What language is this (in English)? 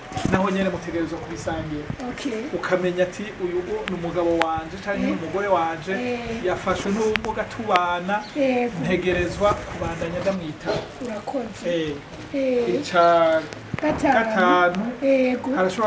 Rundi